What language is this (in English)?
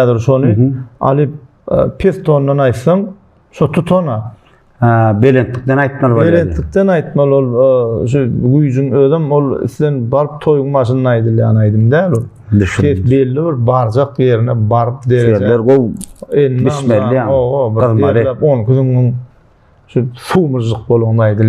Turkmen